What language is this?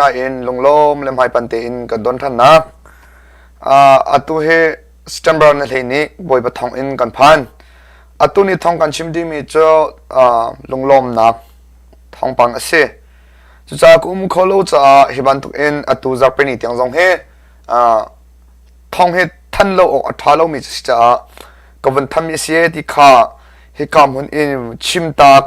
Hakha Chin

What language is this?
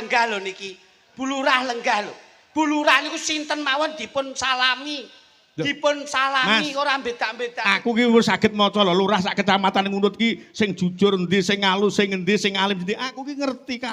Javanese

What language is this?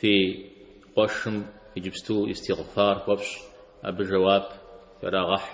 Kabardian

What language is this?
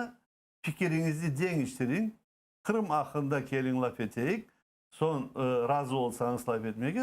Crimean Tatar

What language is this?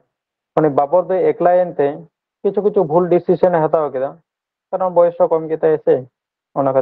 Santali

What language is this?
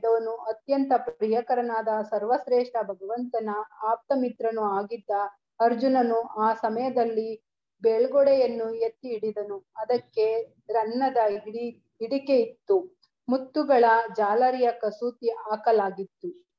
Kannada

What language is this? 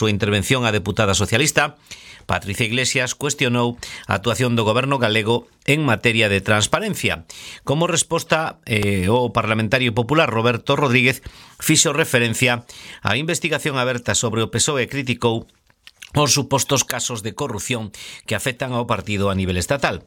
Galician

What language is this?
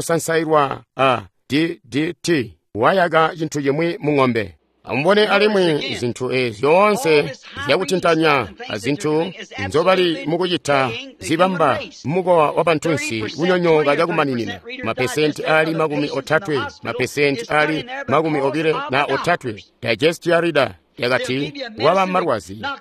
Tonga (Zambia)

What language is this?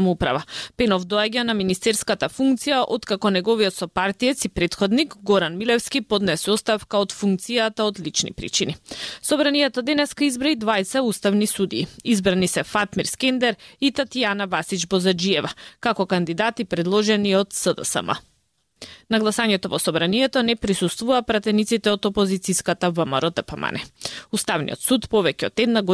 Macedonian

